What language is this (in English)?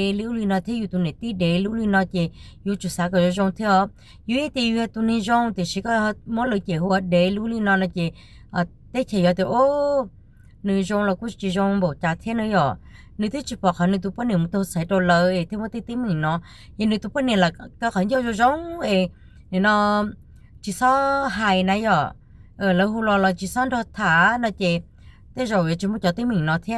Hmong